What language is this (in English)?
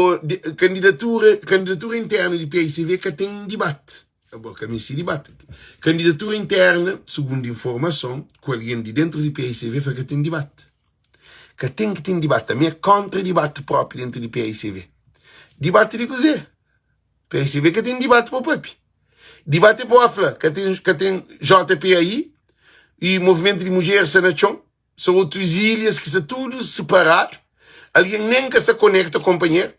Kabuverdianu